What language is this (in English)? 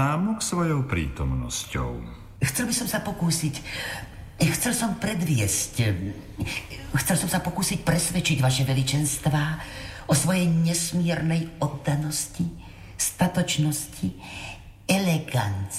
Slovak